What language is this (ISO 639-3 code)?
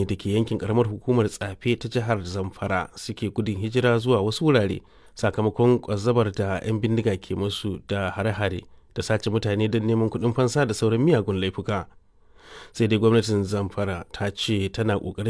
hau